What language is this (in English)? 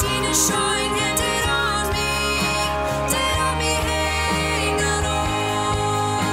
Plautdietsch